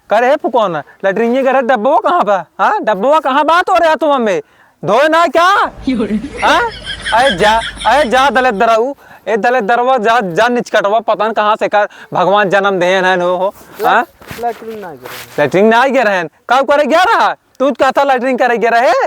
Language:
Awadhi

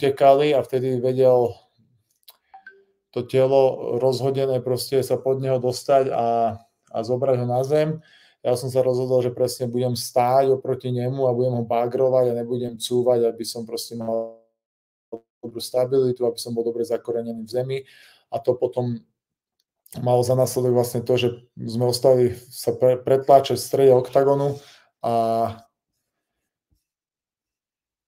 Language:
Slovak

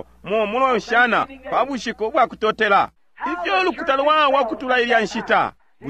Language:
Bemba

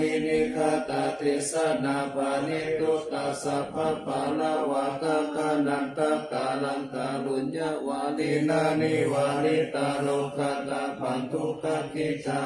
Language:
Pali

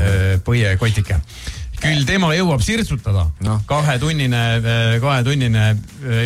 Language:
Estonian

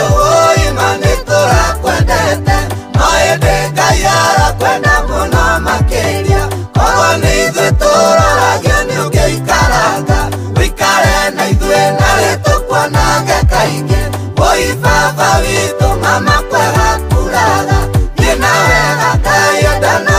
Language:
Kikuyu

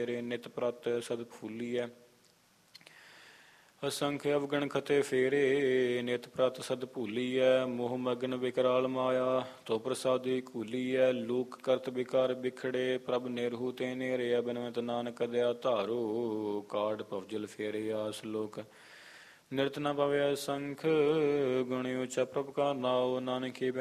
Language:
Punjabi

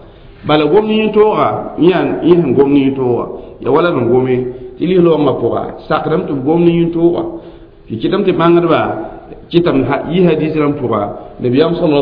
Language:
Mossi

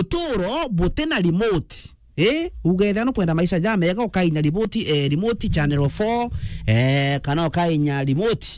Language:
Meru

